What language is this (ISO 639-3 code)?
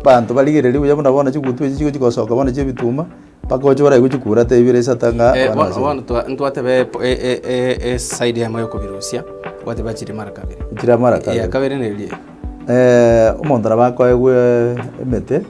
guz